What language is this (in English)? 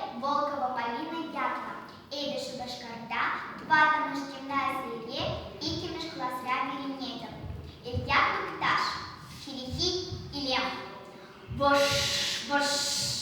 Chuvash